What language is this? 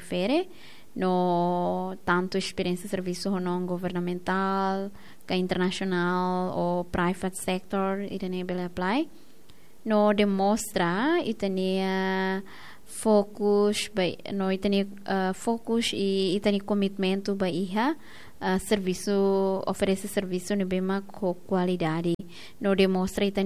Tetum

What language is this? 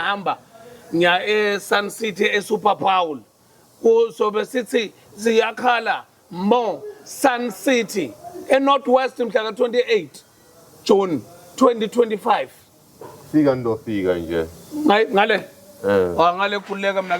Zulu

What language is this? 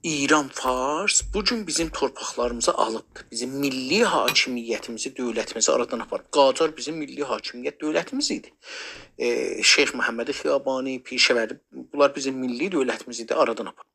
South Azerbaijani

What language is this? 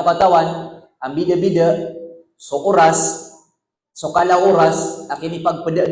Maranao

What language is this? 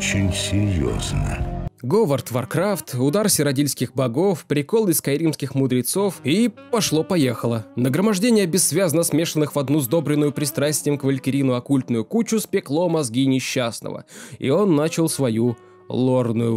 Russian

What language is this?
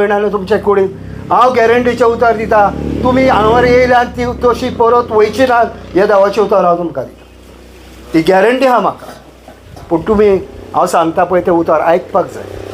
Konkani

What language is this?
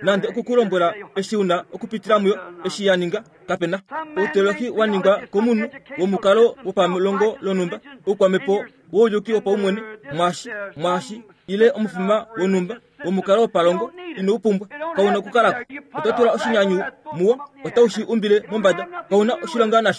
Kuanyama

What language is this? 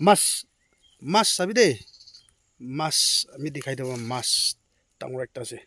Naga Pidgin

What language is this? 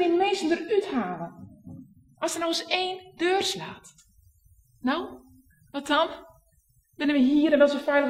Western Frisian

